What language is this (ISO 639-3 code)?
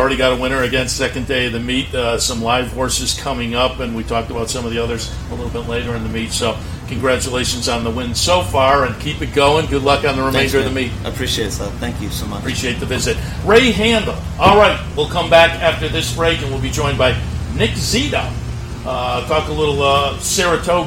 eng